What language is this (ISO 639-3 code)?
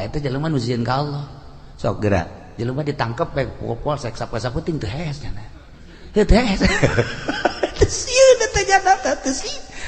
sun